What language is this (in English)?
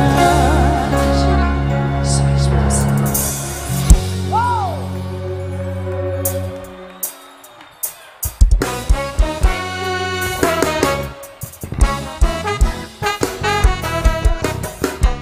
Portuguese